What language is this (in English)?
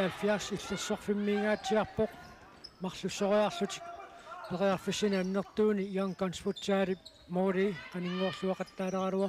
Kalaallisut